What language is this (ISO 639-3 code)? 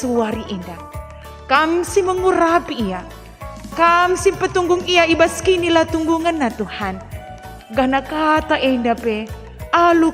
btx